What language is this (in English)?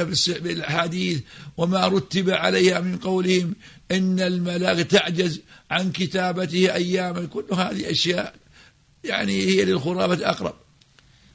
Arabic